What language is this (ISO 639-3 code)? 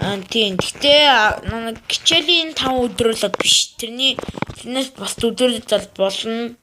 mon